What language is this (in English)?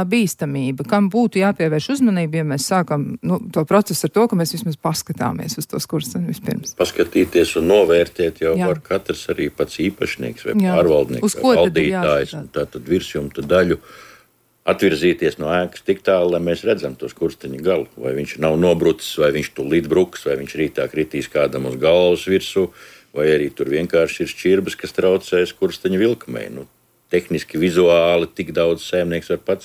Latvian